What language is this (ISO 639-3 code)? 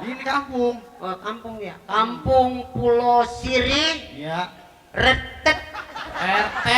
bew